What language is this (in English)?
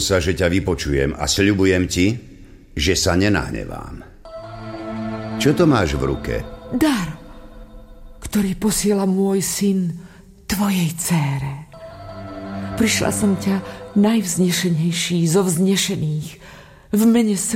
Slovak